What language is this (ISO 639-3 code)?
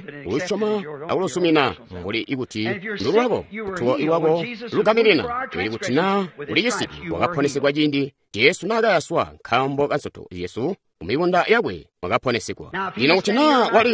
toi